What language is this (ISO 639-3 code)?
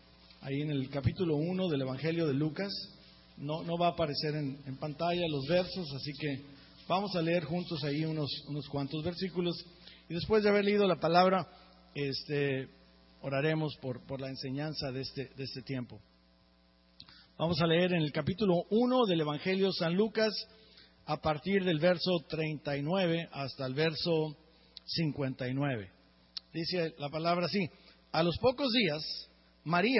spa